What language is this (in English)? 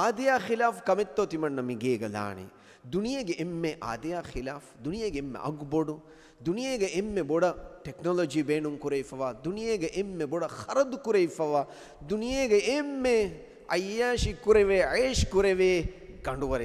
Divehi